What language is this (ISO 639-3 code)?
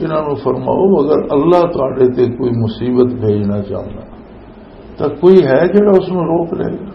lah